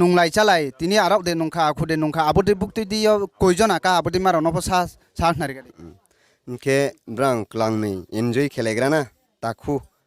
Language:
Riang (India)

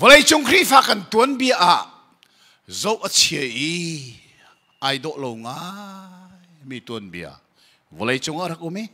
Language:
Hakha Chin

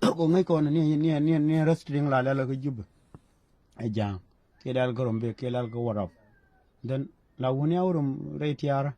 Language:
Nuer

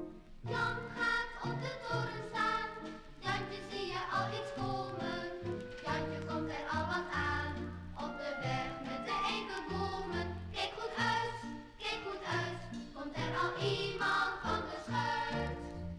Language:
Dutch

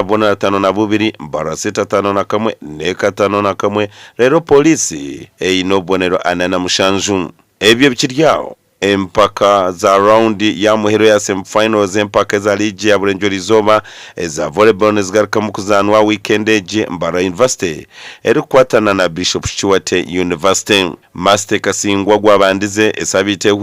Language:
Nyankole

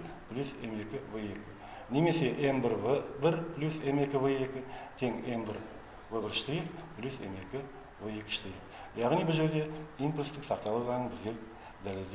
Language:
Kazakh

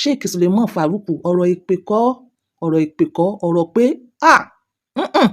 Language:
Yoruba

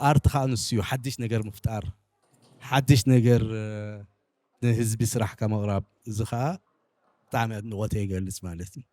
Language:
Tigrinya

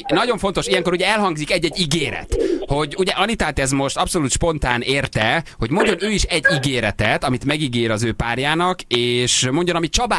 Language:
Hungarian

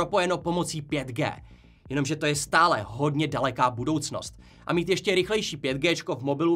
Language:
Czech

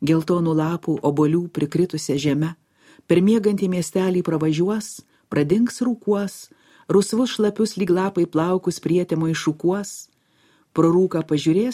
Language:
Lithuanian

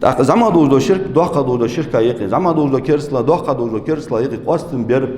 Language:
Ingush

